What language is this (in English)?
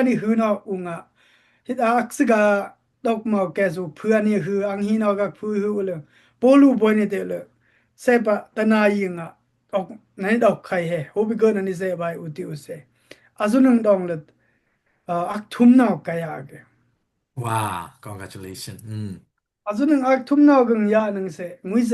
Dimasa